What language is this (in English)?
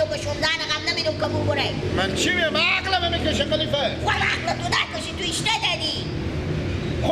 Persian